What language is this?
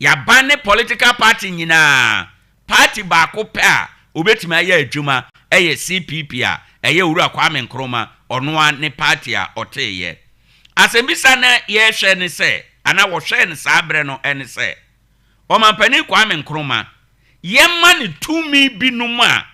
Akan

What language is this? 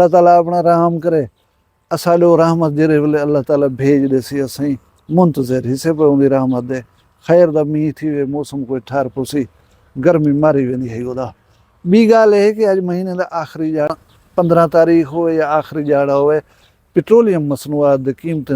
Saraiki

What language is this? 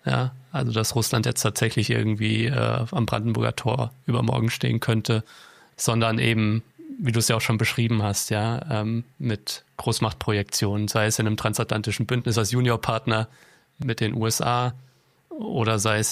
German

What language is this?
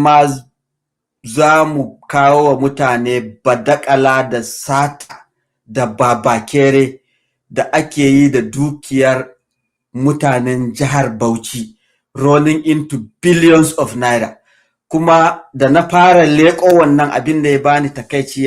Hausa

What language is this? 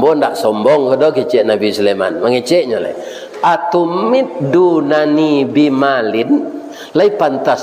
Minangkabau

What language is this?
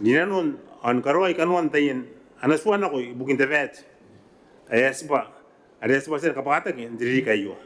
Gilbertese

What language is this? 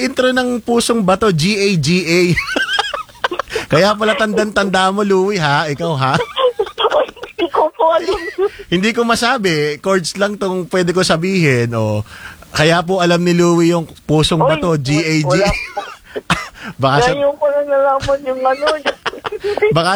Filipino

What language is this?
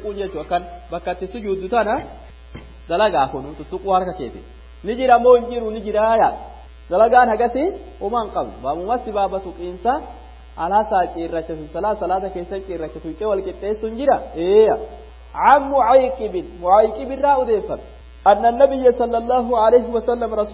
Oromo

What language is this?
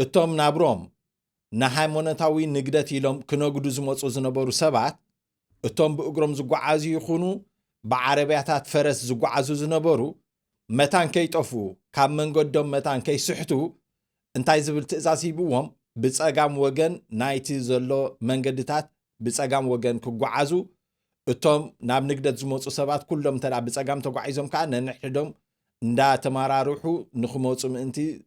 Tigrinya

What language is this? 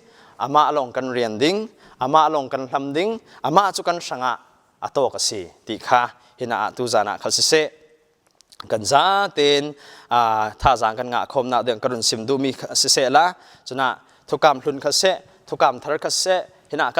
Falam Chin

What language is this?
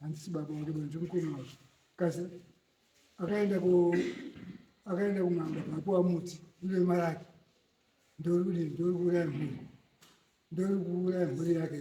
Shona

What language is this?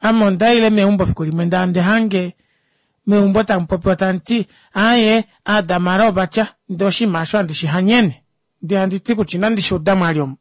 Kuanyama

